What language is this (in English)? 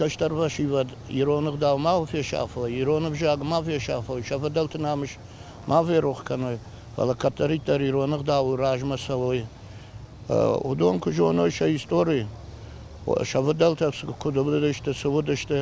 Ossetic